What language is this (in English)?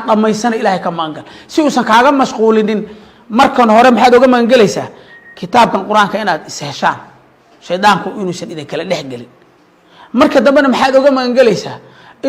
Somali